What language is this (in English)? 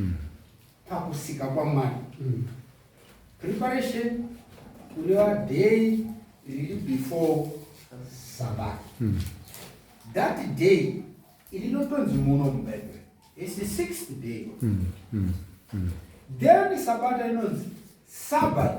Shona